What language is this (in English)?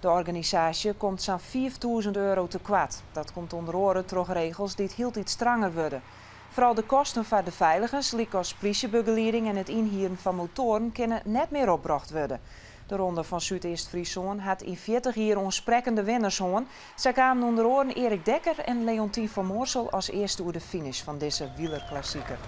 Western Frisian